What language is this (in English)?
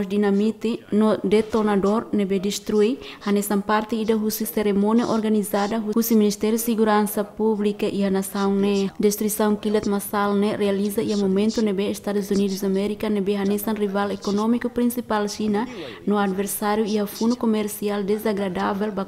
Tetum